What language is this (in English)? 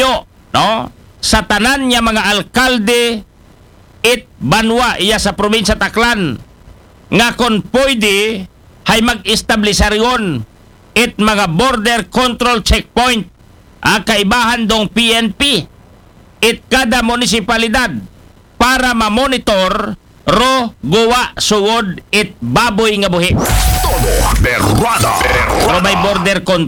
Aklanon